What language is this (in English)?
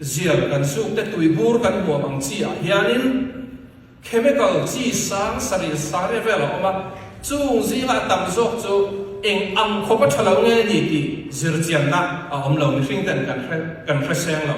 Falam Chin